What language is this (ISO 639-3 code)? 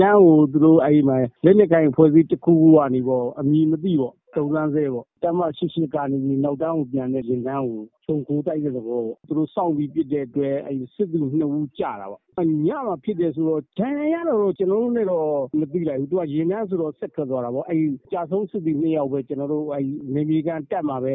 mya